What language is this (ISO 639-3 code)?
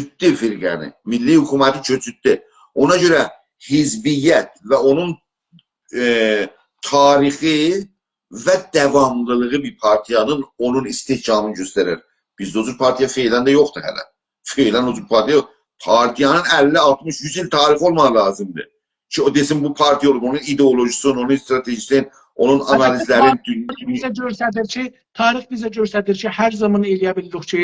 azb